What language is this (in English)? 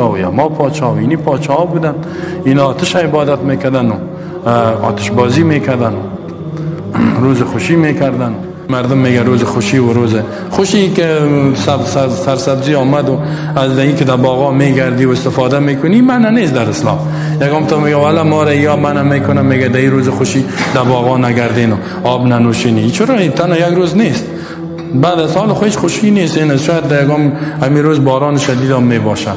Persian